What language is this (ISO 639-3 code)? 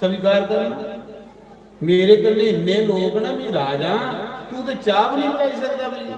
doi